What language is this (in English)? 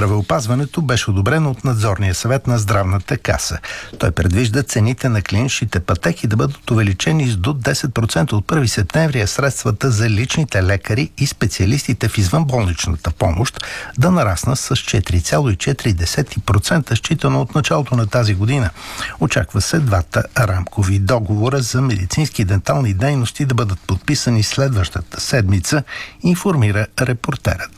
Bulgarian